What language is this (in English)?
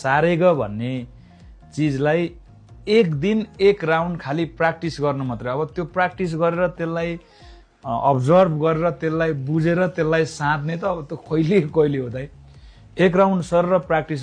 Nepali